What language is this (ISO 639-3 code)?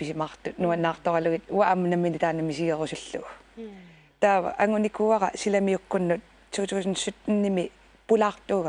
kal